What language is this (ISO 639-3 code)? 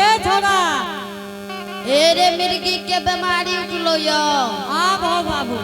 anp